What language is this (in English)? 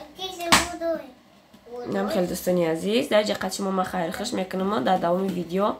Tajik